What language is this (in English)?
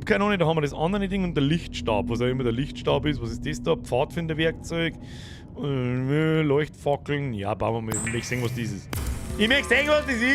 Bavarian